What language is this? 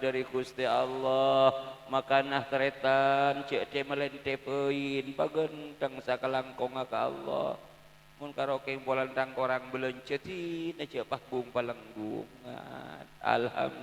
Madurese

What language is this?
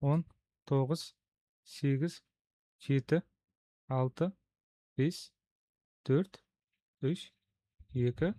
Kazakh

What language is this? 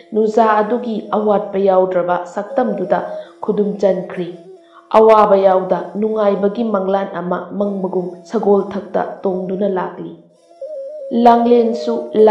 Manipuri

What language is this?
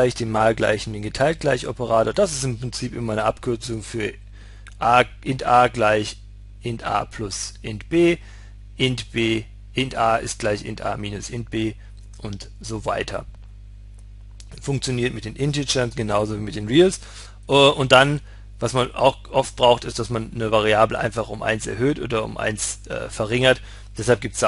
German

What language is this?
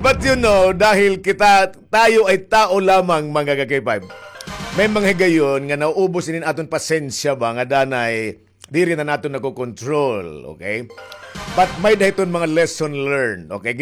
Waray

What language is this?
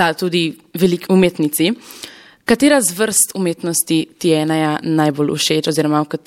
Slovenian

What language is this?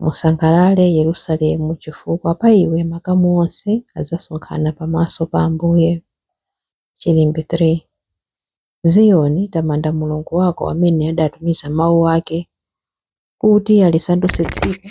Nyanja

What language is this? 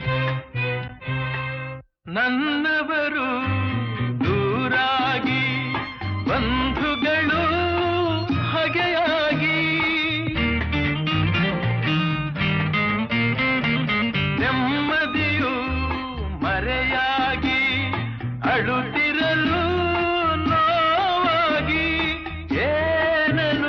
Kannada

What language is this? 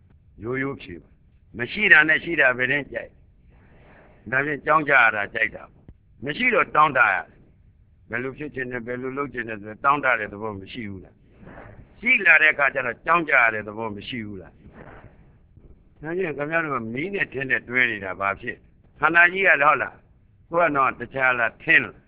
Burmese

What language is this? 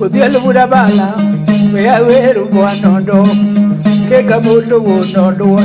Luo (Kenya and Tanzania)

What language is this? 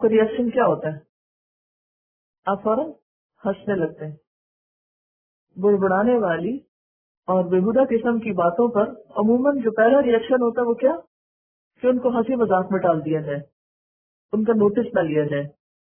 Urdu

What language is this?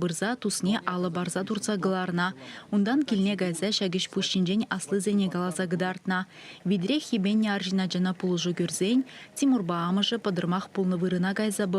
Chuvash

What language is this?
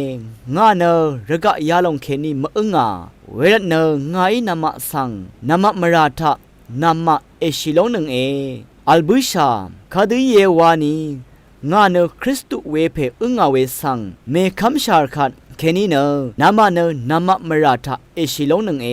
Rawang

